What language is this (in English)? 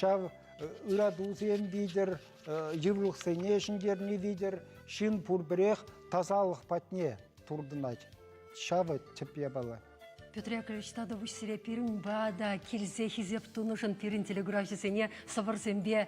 Chuvash